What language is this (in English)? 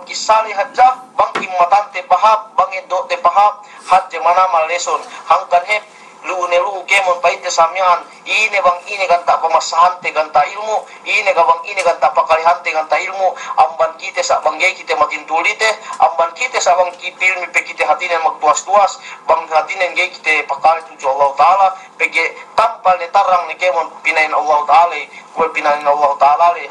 Yakan